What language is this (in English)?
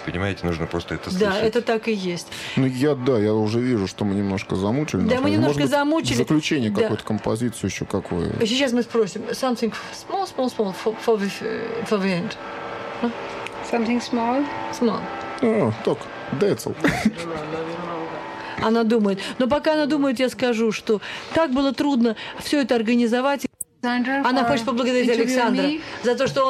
Russian